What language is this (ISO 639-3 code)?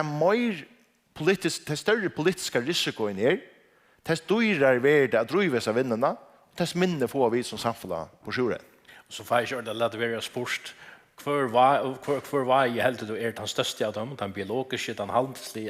fao